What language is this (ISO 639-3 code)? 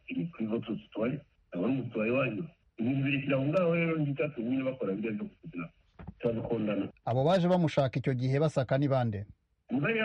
kin